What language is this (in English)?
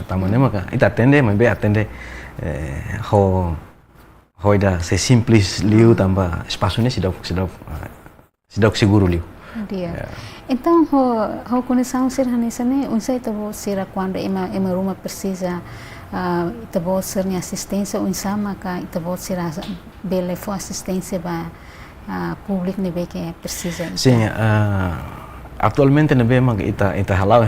Tetum